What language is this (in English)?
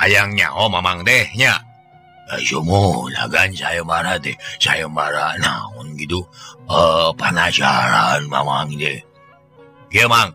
Sundanese